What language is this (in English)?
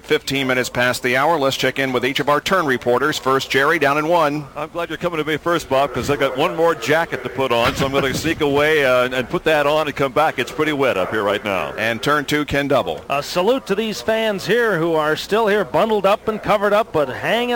English